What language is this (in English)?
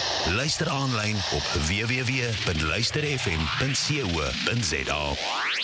Afrikaans